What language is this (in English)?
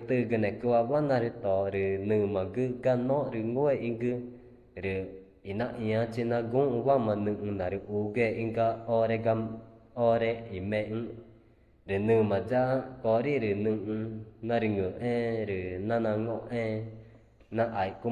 Ticuna